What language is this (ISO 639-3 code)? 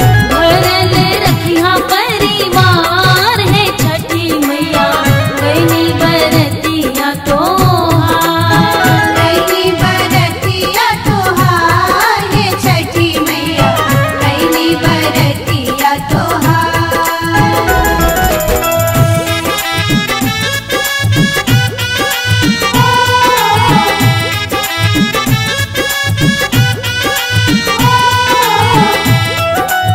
bho